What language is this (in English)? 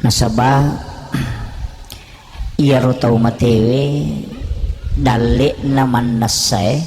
Buginese